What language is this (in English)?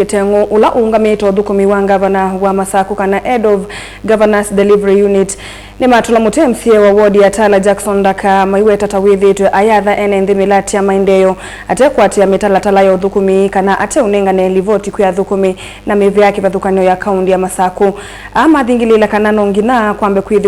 Kamba